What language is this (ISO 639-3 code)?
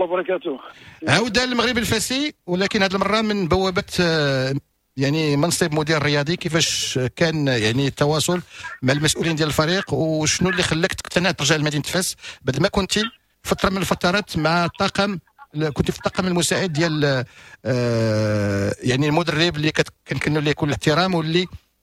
ary